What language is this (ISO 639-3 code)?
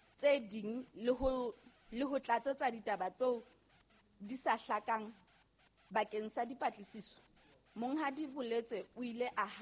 sot